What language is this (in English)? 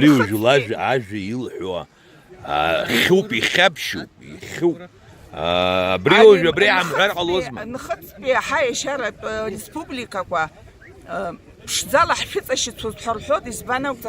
Abkhazian